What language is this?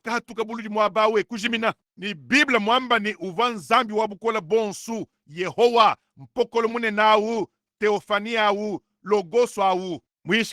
Luba-Lulua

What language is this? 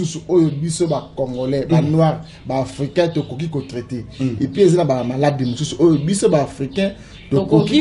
Lingala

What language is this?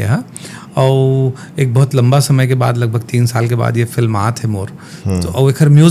Chhattisgarhi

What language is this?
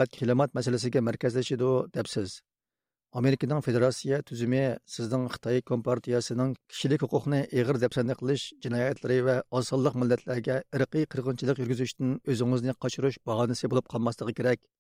Uyghur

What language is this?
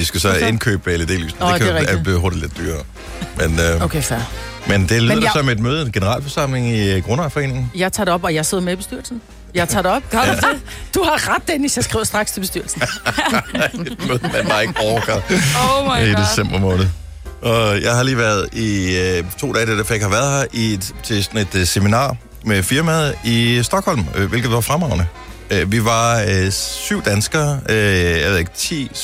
Danish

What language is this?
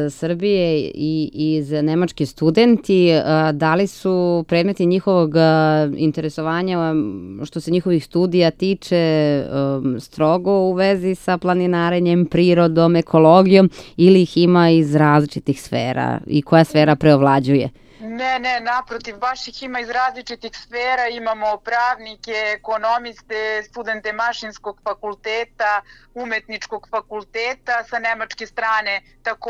Serbian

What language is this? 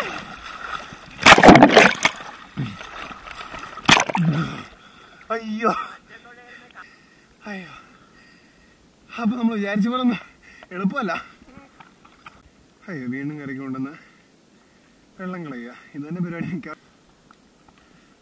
Malayalam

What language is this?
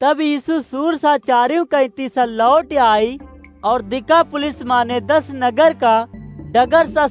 Awadhi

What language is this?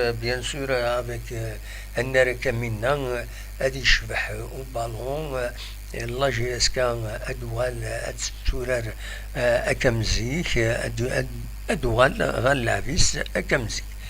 Kabyle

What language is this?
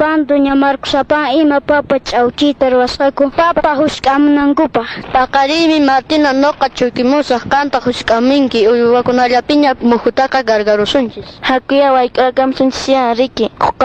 Quechua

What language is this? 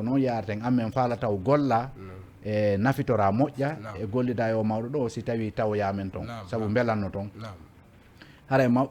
Fula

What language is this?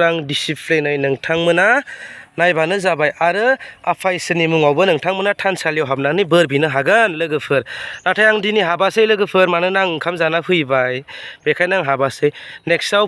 Bodo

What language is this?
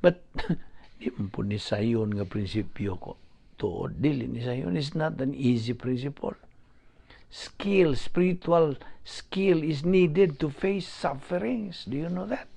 Cebuano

